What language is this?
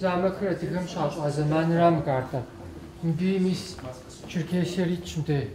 Kabardian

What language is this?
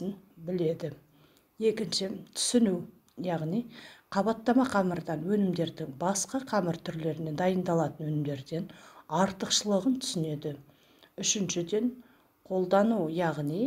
Kazakh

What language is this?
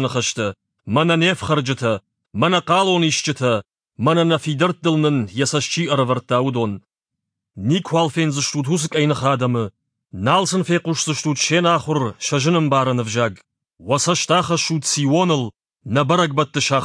Ossetic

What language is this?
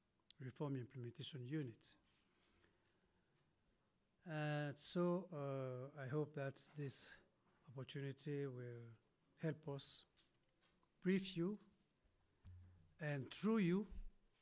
English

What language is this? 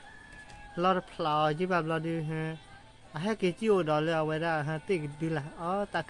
S'gaw Karen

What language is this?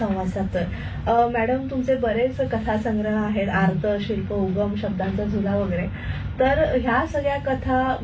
Marathi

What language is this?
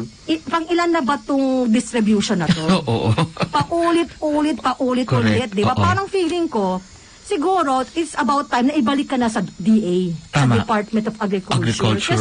Filipino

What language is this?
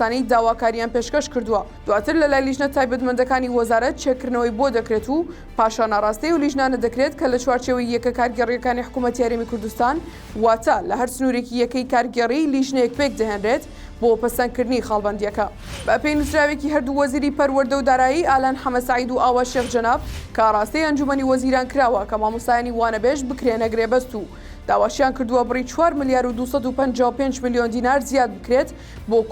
Central Kurdish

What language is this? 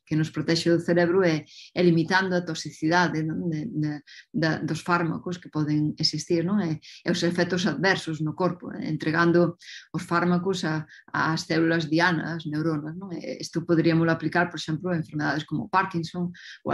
Galician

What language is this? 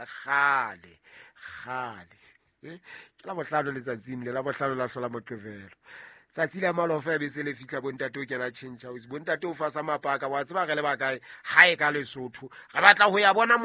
Southern Sotho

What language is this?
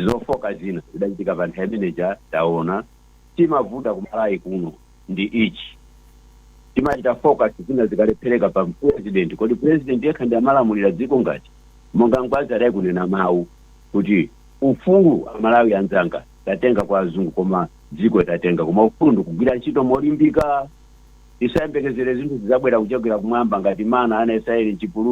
Nyanja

